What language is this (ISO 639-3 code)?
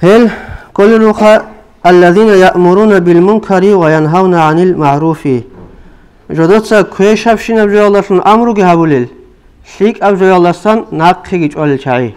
ava